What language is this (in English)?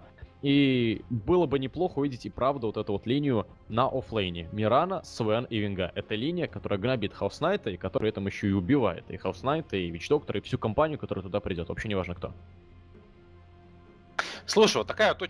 Russian